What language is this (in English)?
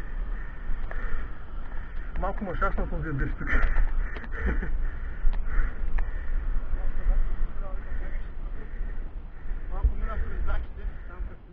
Bulgarian